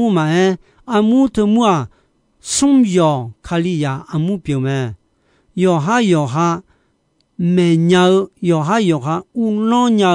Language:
Akha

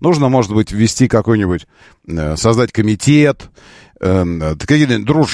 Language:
Russian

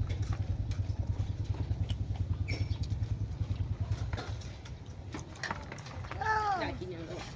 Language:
Northeastern Thai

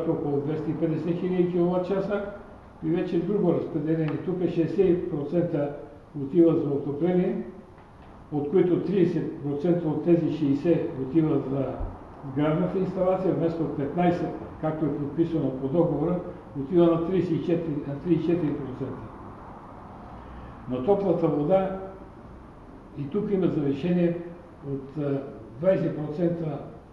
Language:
Bulgarian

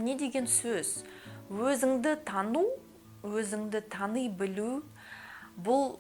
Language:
Kazakh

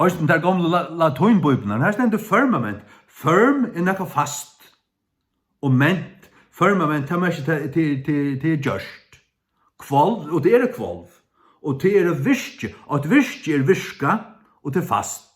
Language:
Faroese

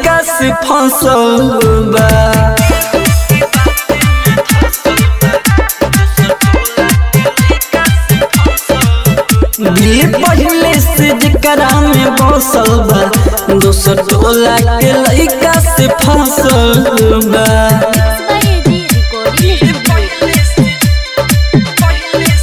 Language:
Bhojpuri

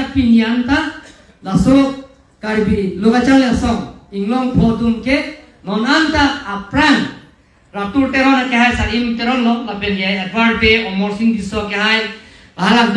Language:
Karbi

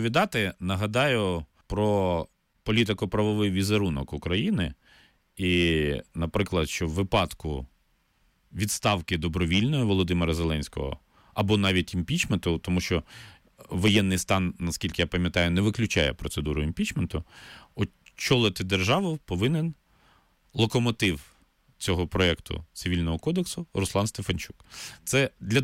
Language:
Ukrainian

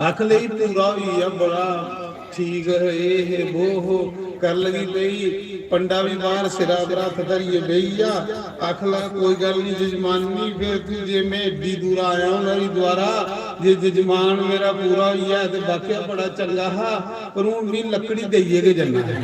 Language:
Dogri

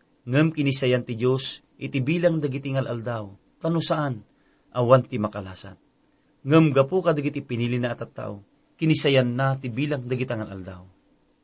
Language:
Iloko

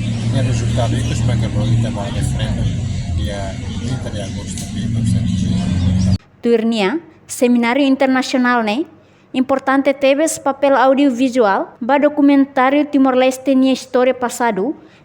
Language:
Tetum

